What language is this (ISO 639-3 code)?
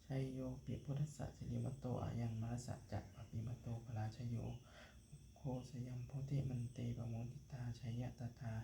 pli